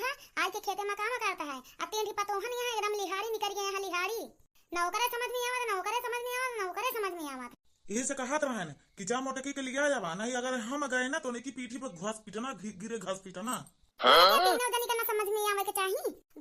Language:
Awadhi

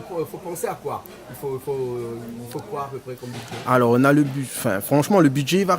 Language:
Réunion Creole French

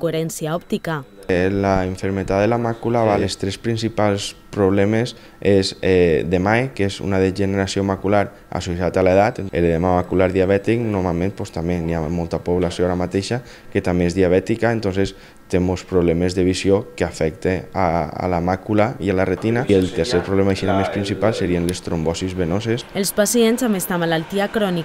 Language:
Catalan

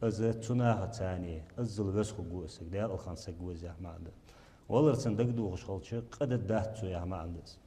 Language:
Ingush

